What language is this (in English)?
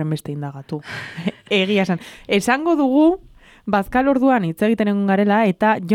Basque